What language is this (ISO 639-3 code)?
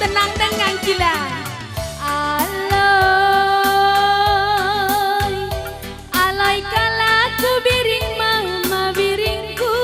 btx